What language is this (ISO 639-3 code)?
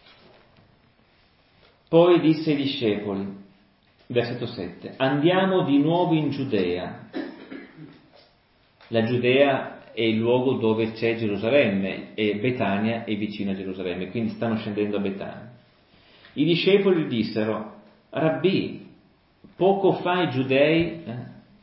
ita